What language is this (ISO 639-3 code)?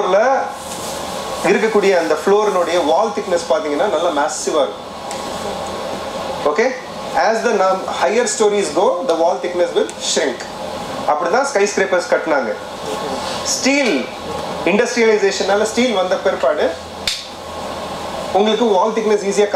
tam